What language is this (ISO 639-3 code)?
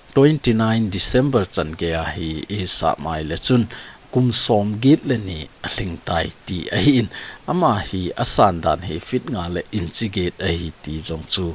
tcz